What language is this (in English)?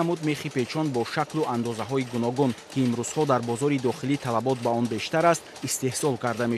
Tajik